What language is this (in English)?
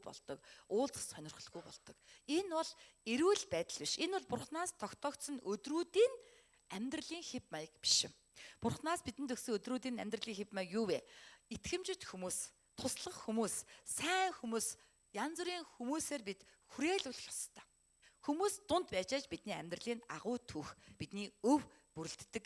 Mongolian